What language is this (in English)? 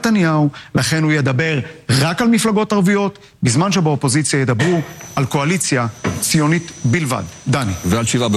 Hebrew